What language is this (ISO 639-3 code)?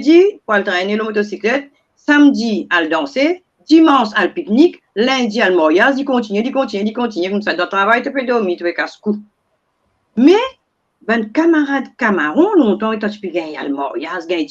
mfe